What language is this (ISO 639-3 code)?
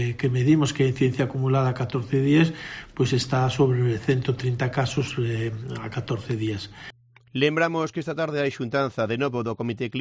glg